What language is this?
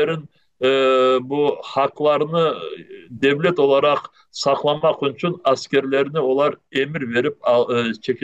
Crimean Tatar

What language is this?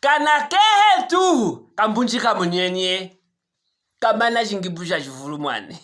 Luvale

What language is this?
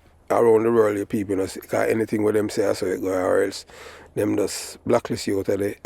Jamaican Creole English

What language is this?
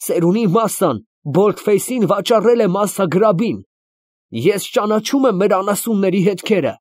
Armenian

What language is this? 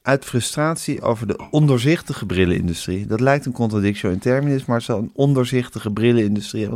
Dutch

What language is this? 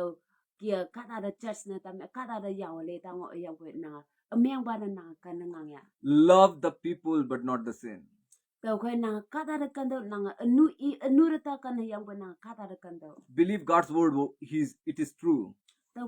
Konyak Naga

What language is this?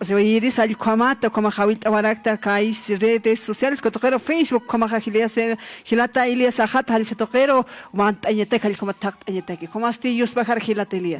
Aymara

